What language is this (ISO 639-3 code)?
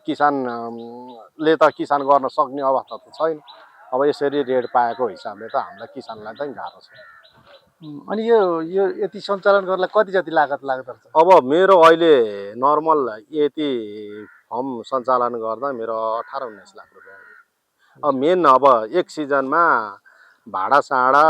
nep